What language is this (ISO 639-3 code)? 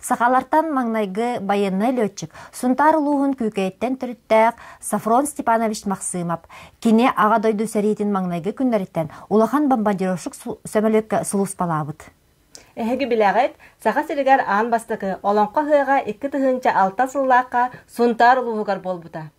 sah